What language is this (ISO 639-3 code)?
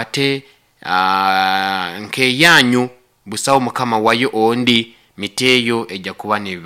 nyo